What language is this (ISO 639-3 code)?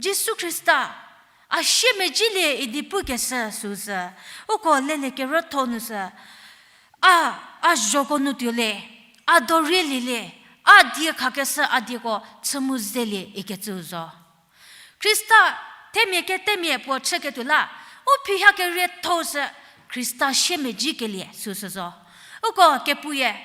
njm